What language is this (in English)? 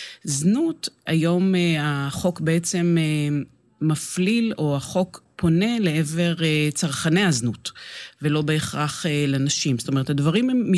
Hebrew